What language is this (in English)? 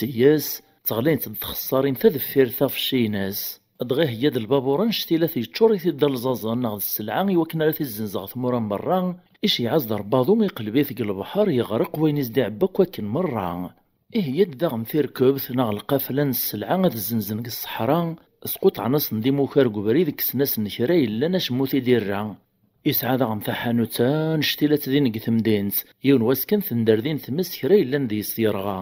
Kabyle